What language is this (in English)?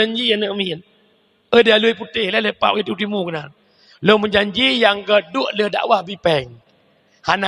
Achinese